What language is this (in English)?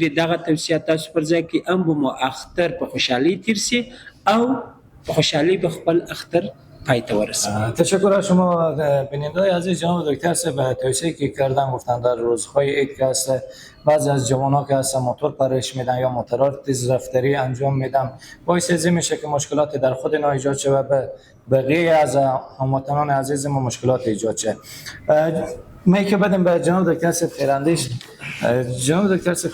Persian